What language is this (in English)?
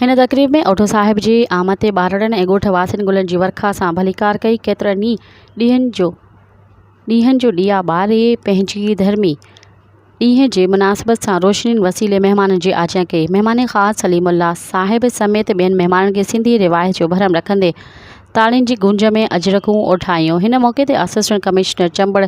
Sindhi